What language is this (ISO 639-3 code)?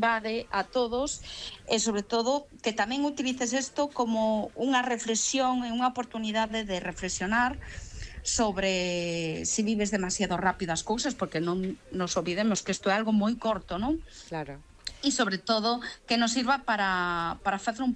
glg